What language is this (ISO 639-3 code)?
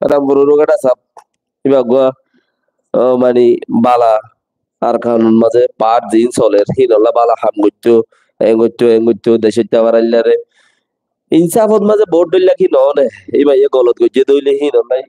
rhg